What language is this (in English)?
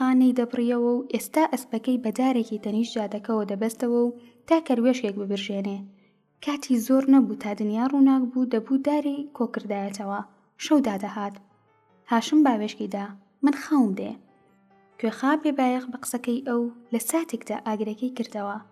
Central Kurdish